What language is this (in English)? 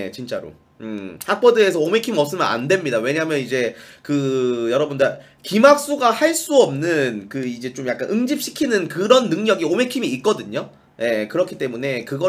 Korean